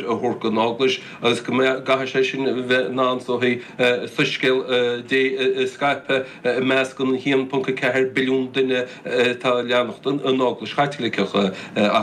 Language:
Irish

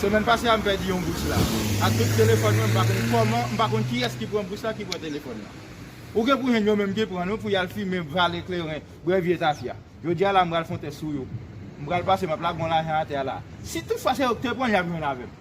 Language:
Haitian Creole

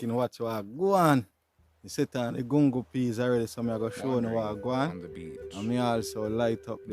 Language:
Jamaican Creole English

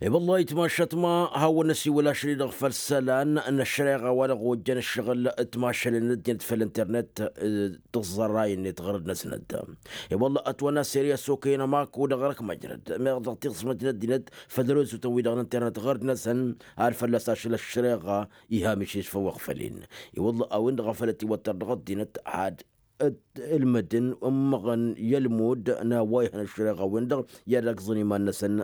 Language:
Tamasheq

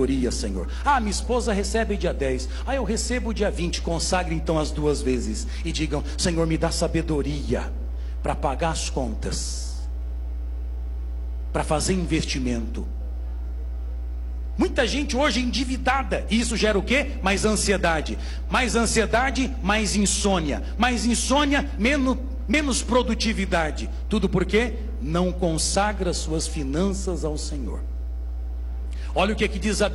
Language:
Portuguese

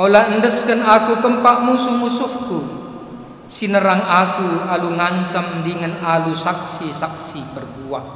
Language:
Batak Karo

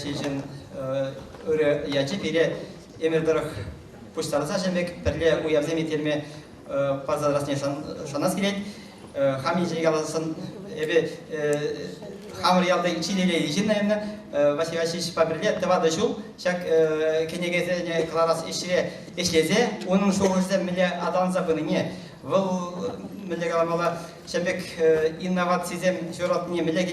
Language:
Chuvash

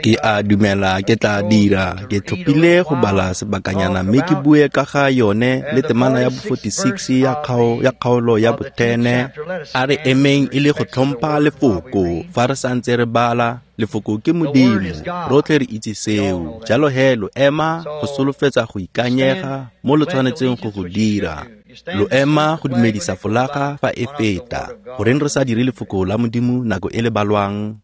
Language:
Tswana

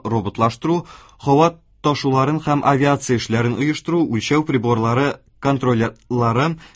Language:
Tatar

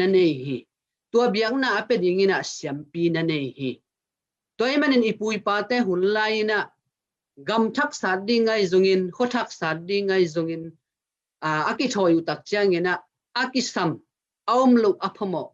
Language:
Tedim Chin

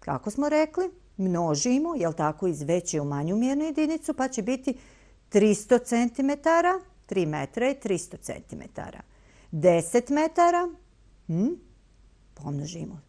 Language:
Bosnian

